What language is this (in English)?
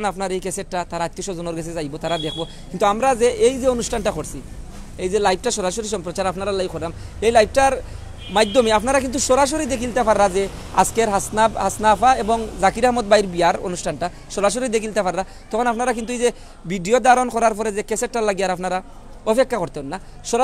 Sylheti